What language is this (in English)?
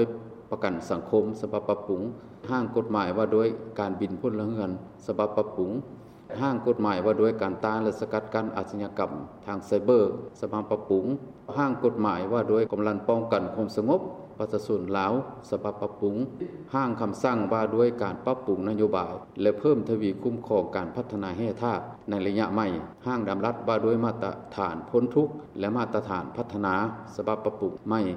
Lao